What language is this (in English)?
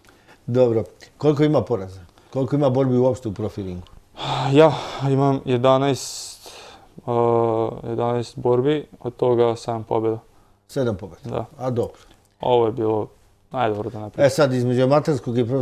Serbian